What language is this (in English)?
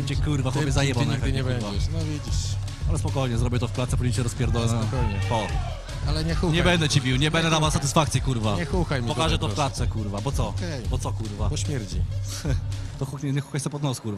Polish